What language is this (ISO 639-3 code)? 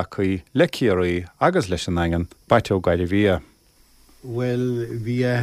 gle